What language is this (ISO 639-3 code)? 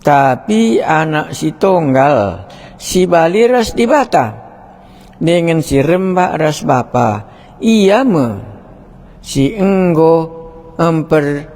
btx